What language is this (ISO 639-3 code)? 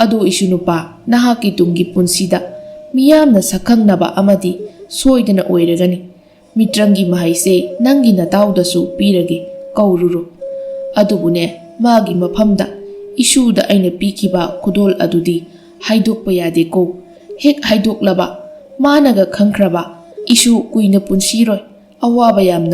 mni